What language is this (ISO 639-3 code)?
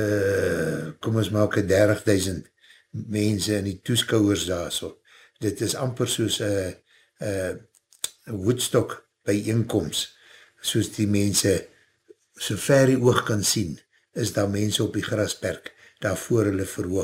afr